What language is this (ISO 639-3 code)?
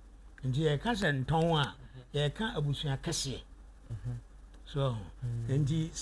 aka